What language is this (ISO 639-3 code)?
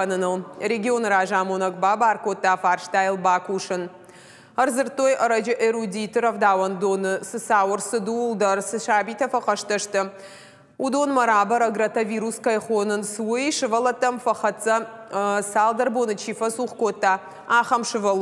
oss